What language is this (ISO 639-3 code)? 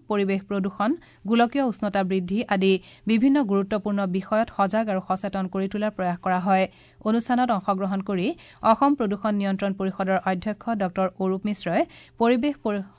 asm